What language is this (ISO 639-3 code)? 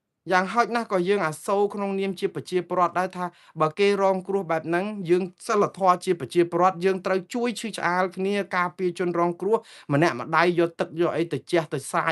khm